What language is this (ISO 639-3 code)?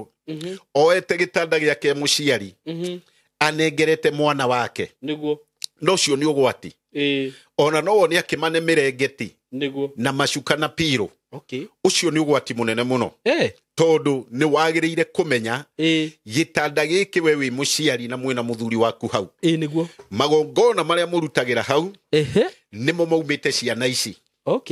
kik